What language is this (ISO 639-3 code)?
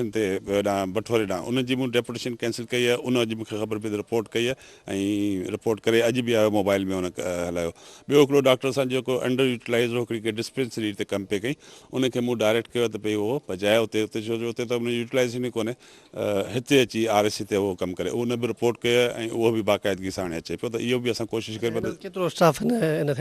snd